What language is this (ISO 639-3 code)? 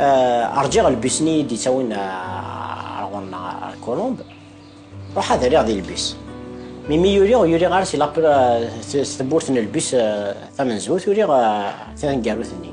kab